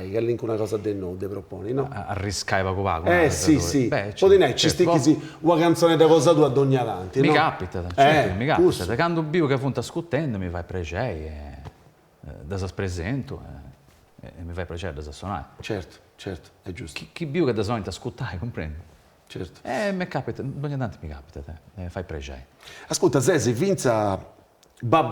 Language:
Sardinian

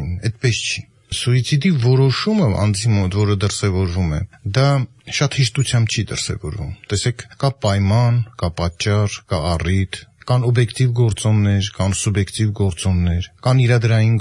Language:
Armenian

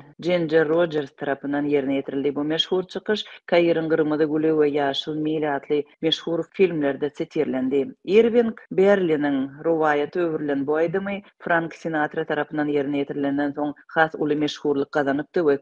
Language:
Turkmen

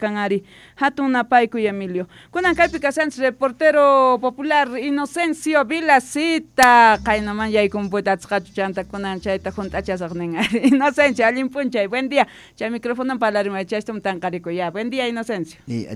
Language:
Quechua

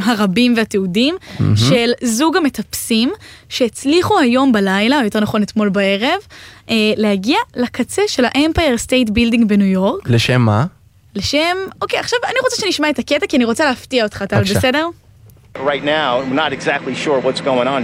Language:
Hebrew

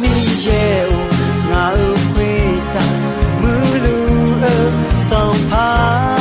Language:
Akha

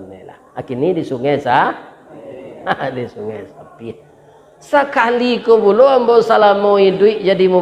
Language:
Minangkabau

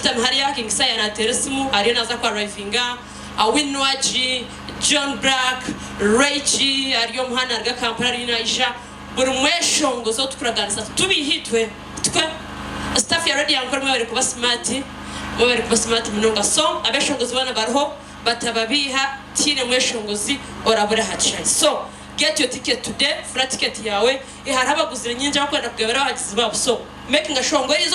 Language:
Nyankole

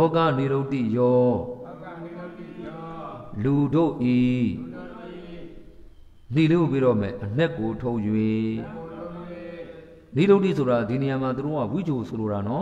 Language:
Burmese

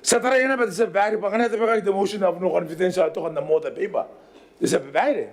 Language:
Gilbertese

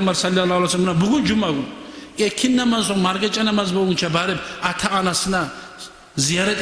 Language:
Kumyk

